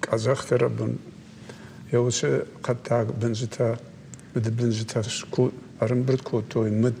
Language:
Ossetic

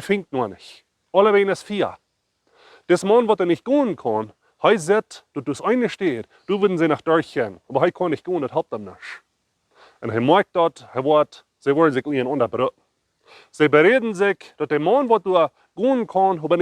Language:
Plautdietsch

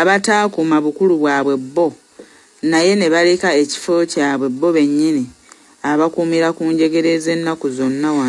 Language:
Ganda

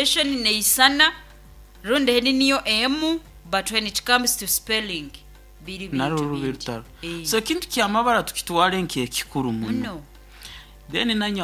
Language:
Nyoro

